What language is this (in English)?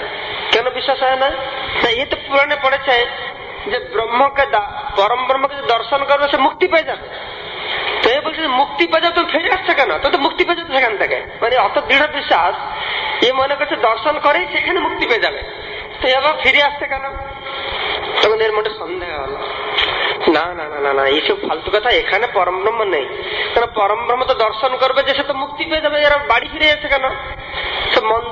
Bangla